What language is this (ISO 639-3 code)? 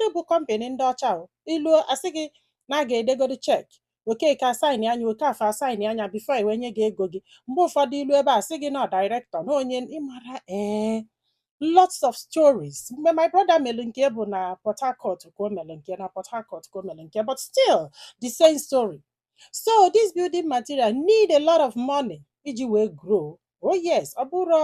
ibo